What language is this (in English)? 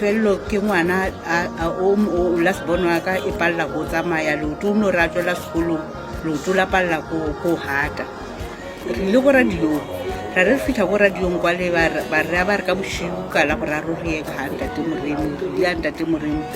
Northern Sotho